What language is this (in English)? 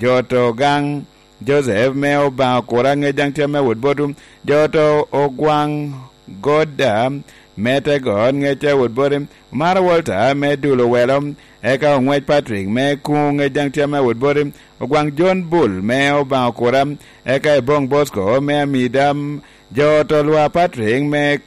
Lango (Uganda)